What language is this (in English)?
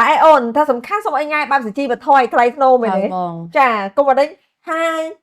Khmer